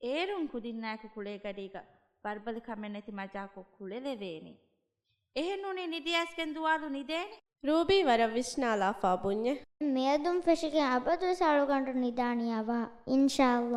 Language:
Divehi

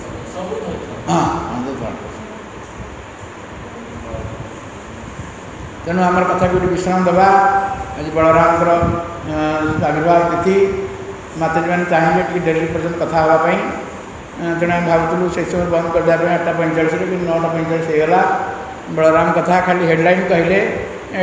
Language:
Odia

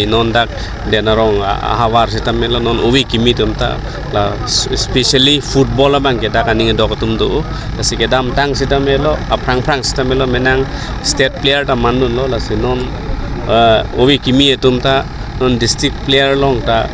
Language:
Karbi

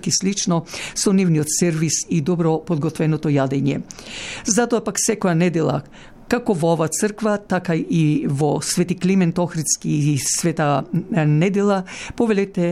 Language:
Macedonian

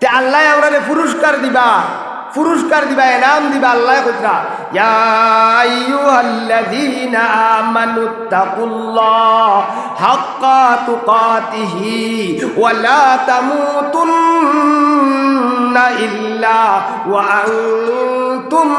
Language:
Sylheti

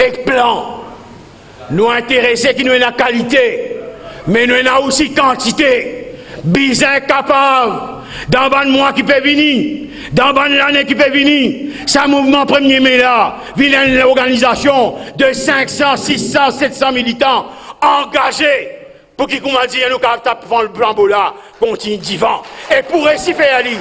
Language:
Morisyen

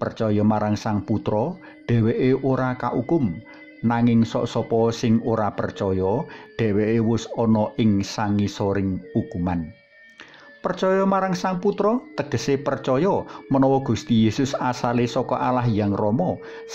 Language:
Javanese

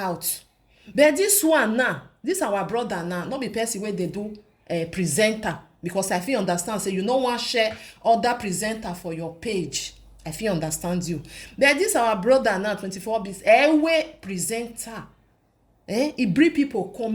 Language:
Nigerian Pidgin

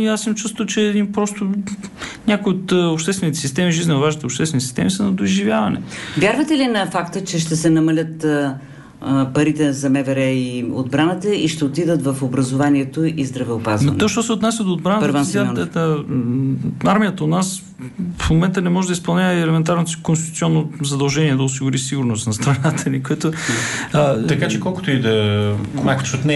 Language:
Bulgarian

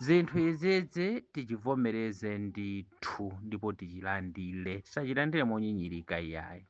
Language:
Nyanja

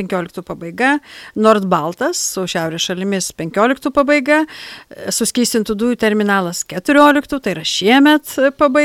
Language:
Lithuanian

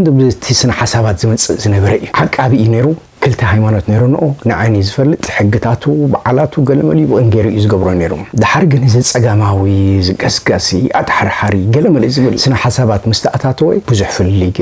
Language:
Tigrinya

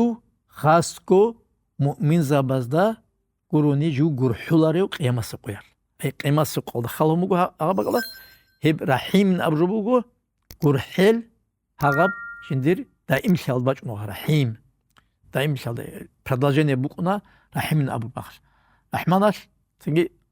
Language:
Avaric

